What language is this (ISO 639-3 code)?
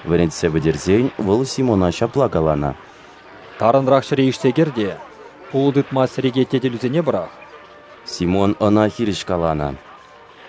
chv